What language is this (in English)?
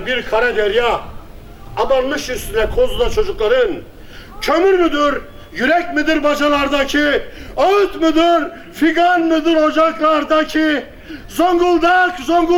Turkish